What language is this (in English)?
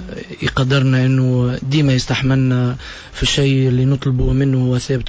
Tunisian Arabic